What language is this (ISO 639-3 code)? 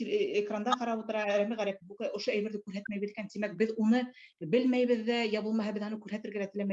bak